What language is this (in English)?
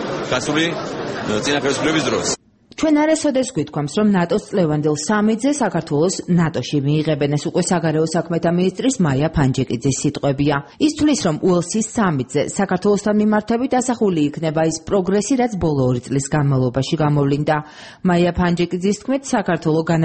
Georgian